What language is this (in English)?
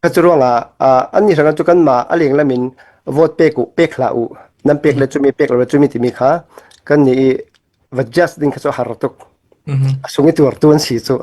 Falam Chin